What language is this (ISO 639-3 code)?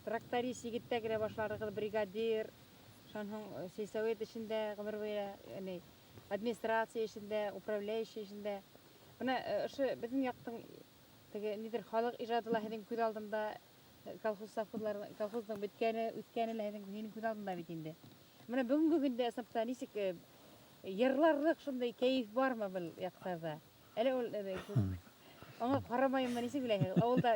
bak